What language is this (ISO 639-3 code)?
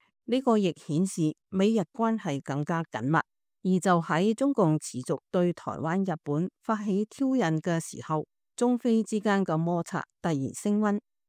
yue